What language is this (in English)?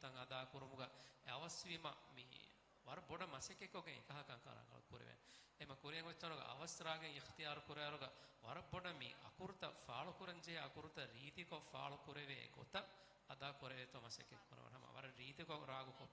Divehi